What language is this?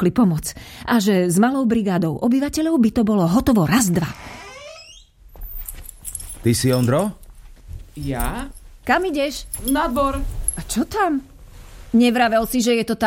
Slovak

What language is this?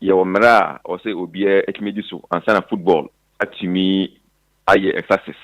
Akan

